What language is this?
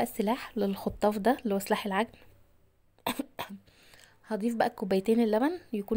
Egyptian Arabic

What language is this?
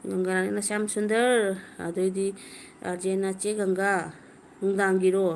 Manipuri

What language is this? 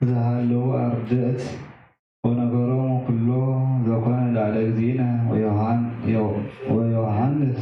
Geez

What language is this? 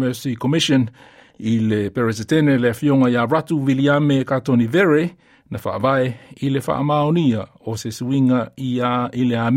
Samoan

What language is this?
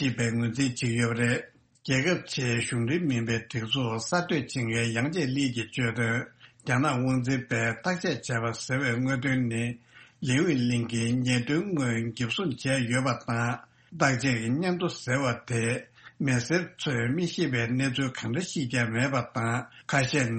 Tibetan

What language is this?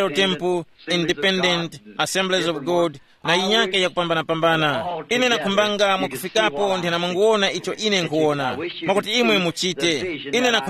Tumbuka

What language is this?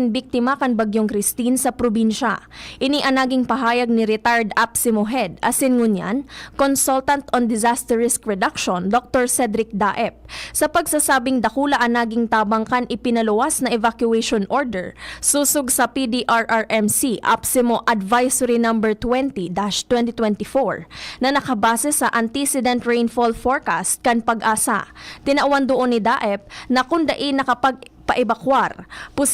Bikol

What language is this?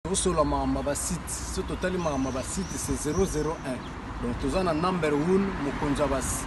Lingala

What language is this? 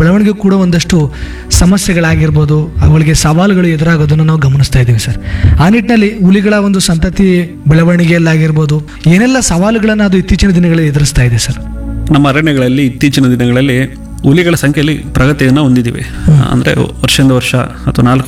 Kannada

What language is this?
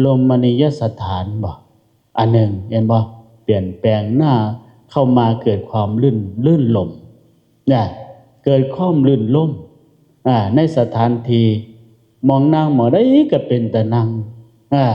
Lao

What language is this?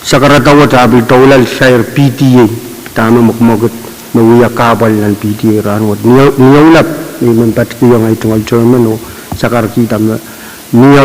Pohnpeian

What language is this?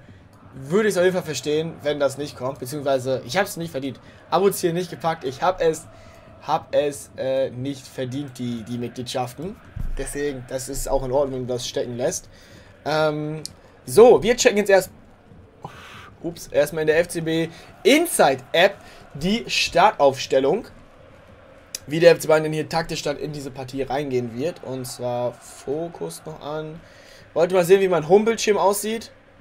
German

